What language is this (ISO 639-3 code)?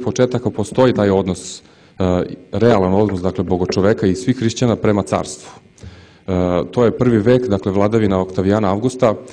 srp